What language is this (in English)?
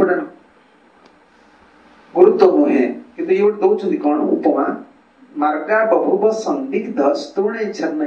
Odia